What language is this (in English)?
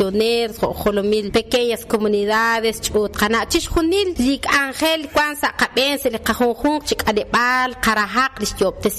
Kekchí